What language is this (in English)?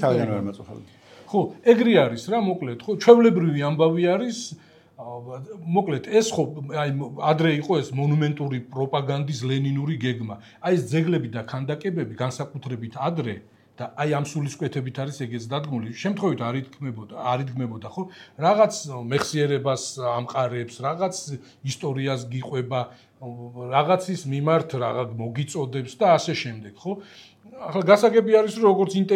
Georgian